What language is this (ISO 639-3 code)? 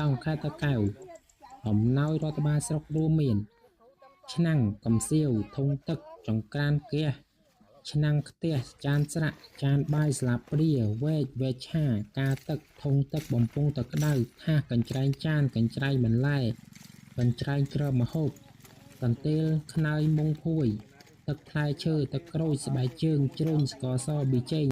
khm